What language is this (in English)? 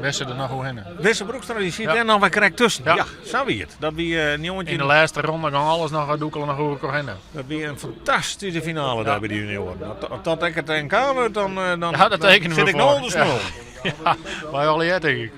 Western Frisian